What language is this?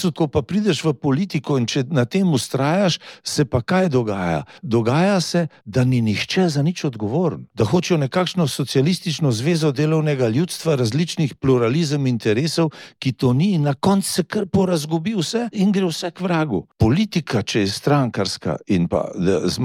Slovenian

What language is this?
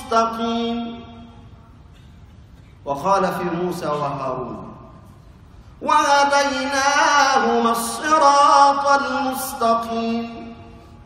Arabic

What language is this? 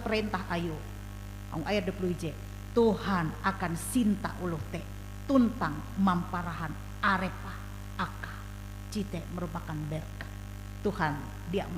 Ngaju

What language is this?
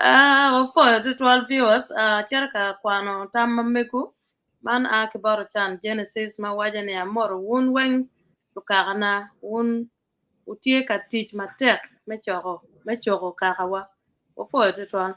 Acoli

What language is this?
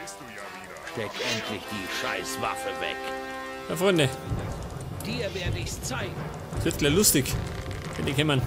Bavarian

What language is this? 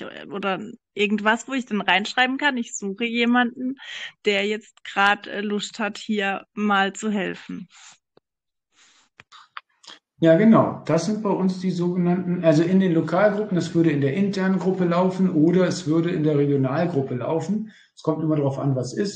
German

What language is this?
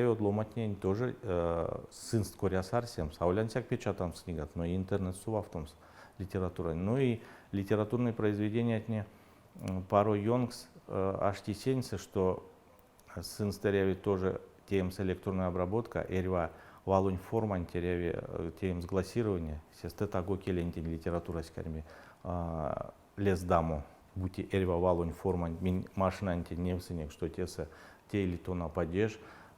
Erzya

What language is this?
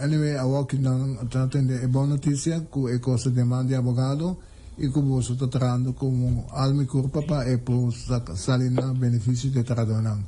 Papiamento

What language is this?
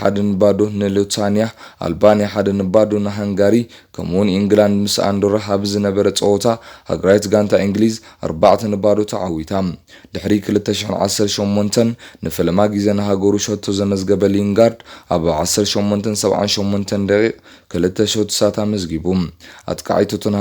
Tigrinya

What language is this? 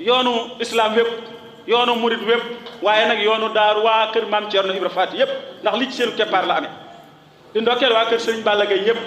Wolof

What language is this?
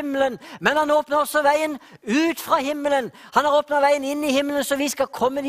Norwegian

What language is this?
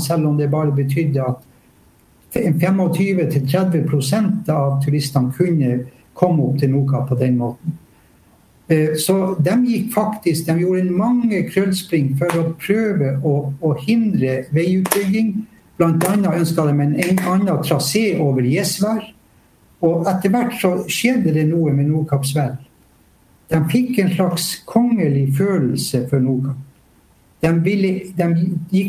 Norwegian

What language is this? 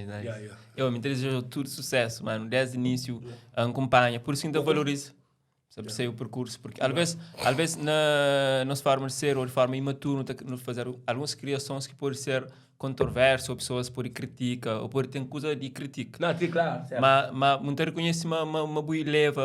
Kabuverdianu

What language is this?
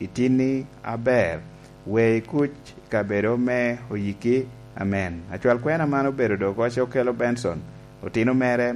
Lango (Uganda)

